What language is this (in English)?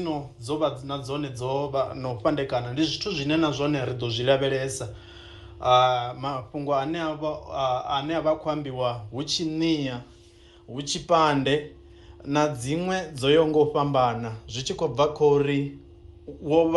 Venda